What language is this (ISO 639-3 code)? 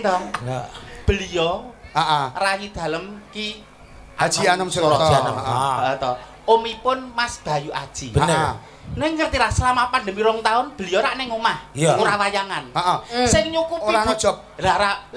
jav